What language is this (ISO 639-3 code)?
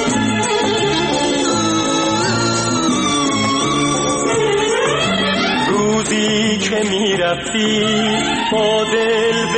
fas